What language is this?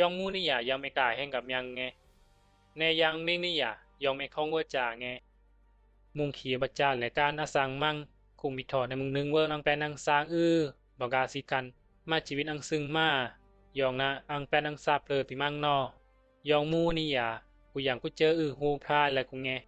Bisu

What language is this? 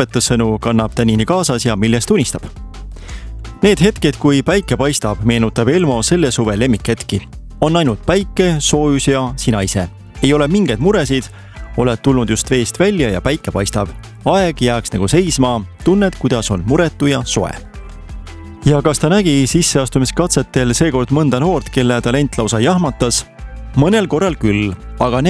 Estonian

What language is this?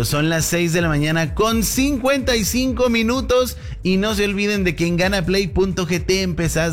Spanish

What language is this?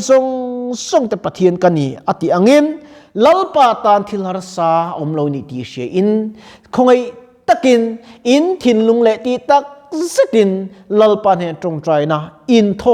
Mizo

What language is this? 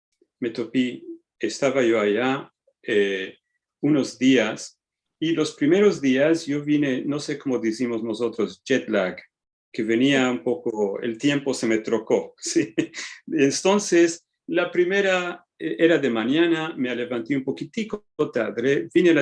Ladino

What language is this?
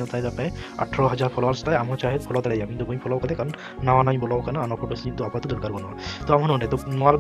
Santali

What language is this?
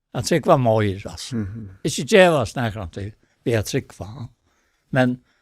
Faroese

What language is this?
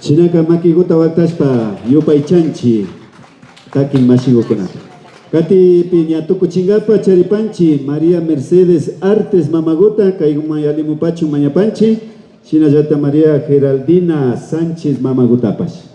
Imbabura Highland Quichua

